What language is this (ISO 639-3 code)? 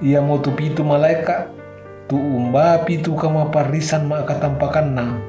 sda